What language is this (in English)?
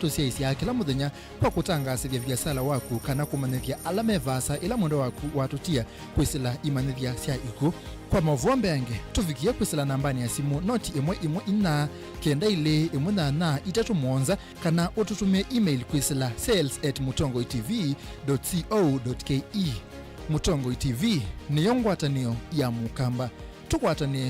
Kamba